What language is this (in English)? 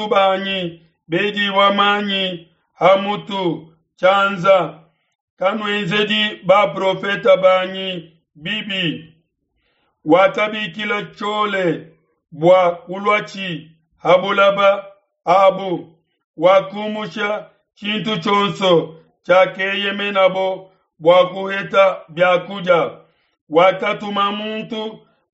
Luba-Lulua